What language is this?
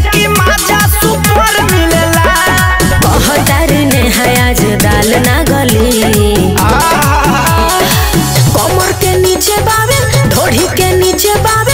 Bhojpuri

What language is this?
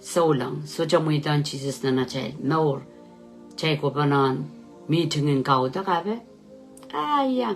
Pohnpeian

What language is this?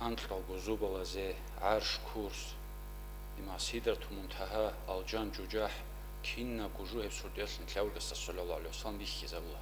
Avaric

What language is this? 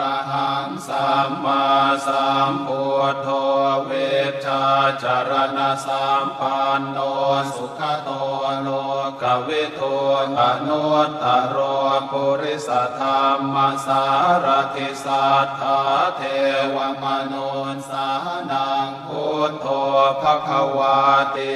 Pali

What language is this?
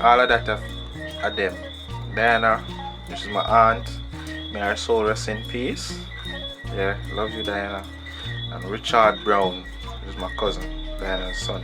Jamaican Creole English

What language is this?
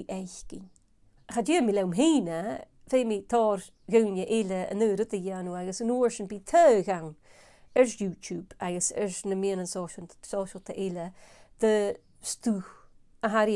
Scottish Gaelic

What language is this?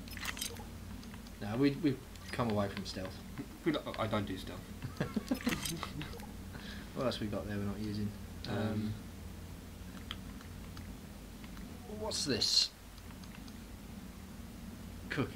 English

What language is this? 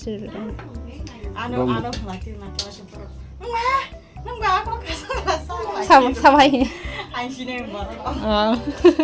Kok Borok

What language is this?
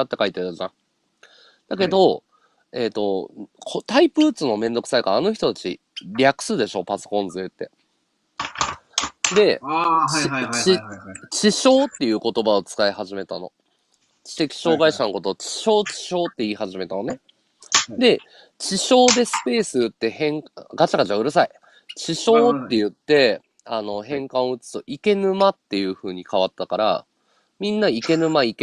Japanese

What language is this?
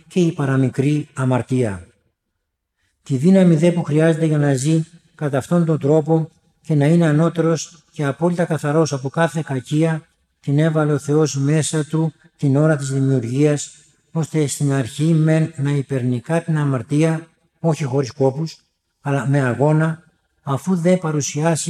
Greek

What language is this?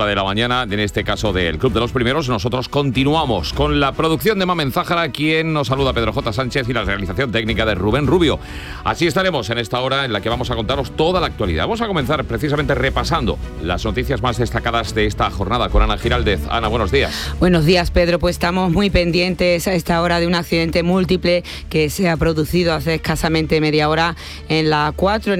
Spanish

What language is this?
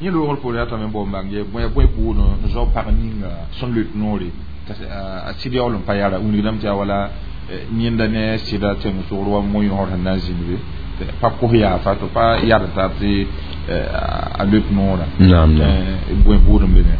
Mossi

